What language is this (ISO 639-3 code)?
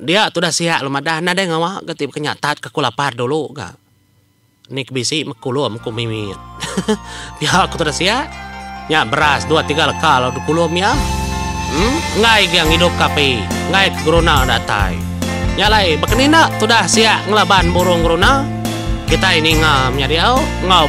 iba